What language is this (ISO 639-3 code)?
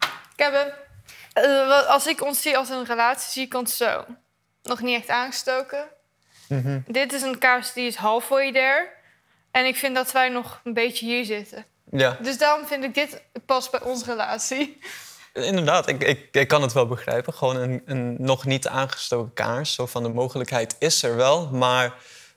nld